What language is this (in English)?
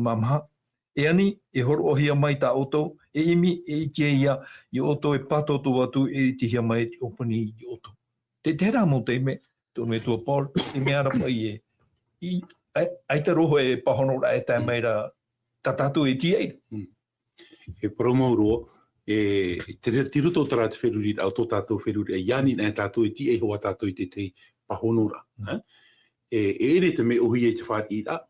Tahitian